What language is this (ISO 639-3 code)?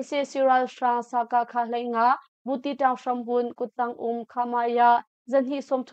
cnh